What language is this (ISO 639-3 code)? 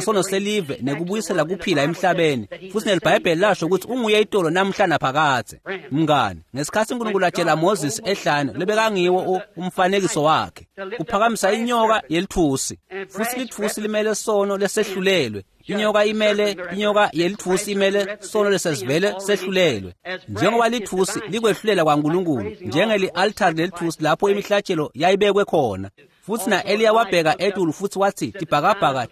ssw